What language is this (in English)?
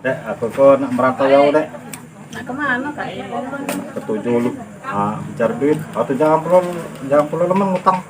Musi